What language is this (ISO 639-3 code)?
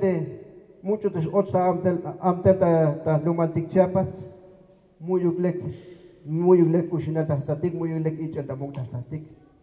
tzh